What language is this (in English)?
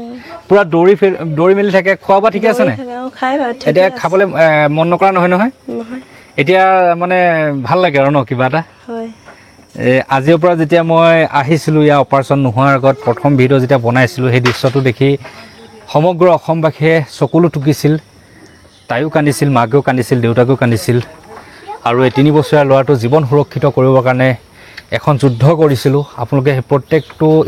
Assamese